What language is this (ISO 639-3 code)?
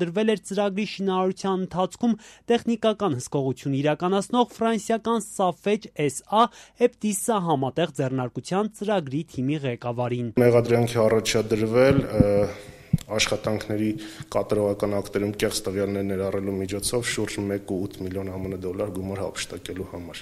hye